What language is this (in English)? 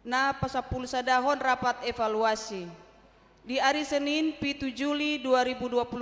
Batak Toba